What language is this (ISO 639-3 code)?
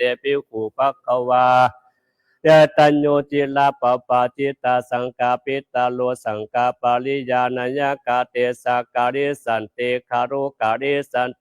pli